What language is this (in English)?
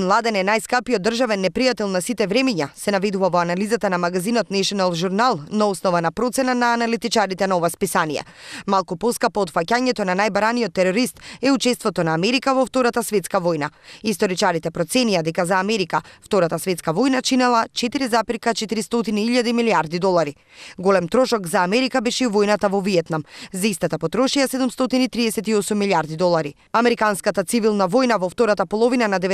Macedonian